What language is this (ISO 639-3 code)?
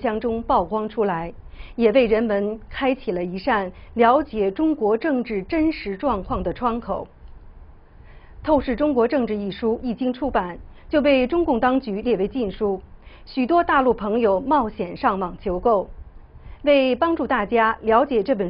zho